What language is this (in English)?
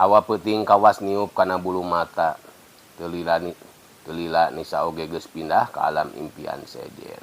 Sundanese